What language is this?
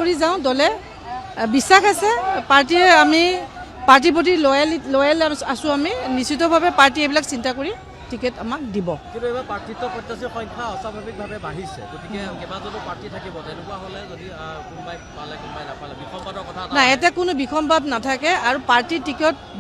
Assamese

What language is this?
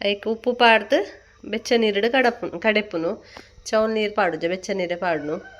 Tulu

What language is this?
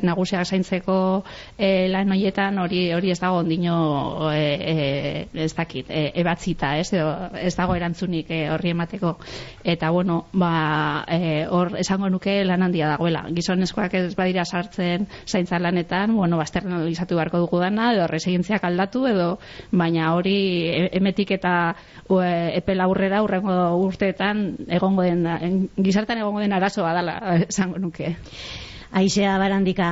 Basque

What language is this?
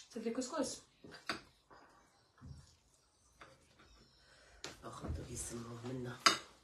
Algerian Arabic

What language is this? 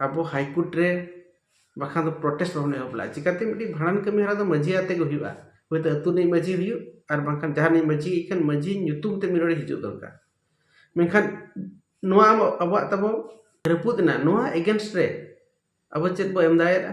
Santali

